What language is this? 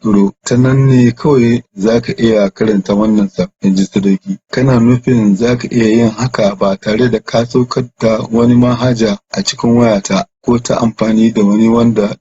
Hausa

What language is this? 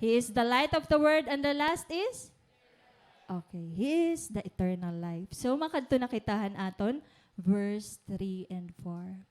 Waray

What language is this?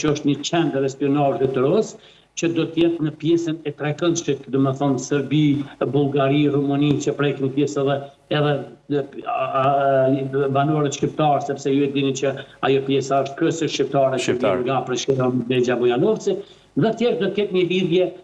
Albanian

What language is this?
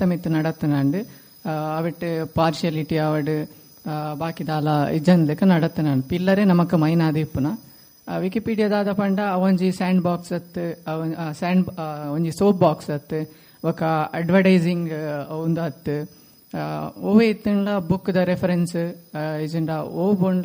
Tulu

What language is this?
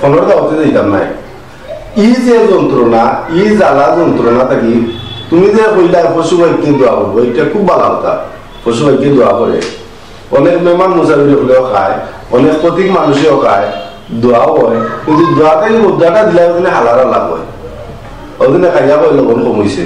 Sylheti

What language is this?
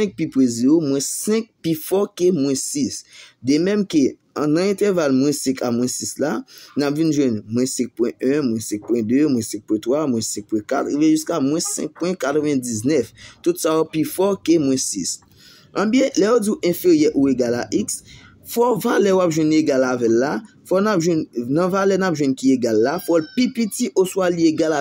Haitian Creole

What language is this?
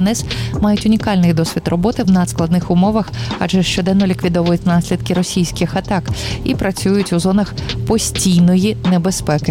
Ukrainian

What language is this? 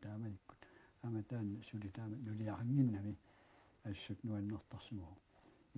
Kalaallisut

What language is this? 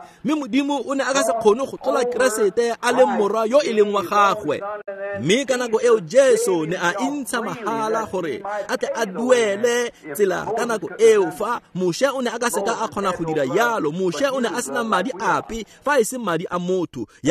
Tswana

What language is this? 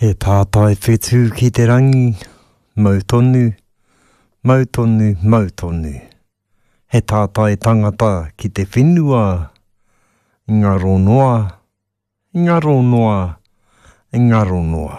Māori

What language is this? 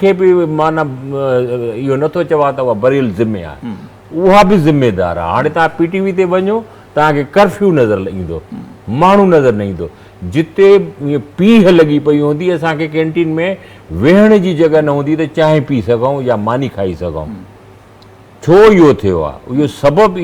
Sindhi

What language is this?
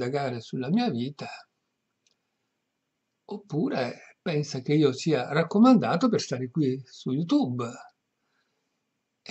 Italian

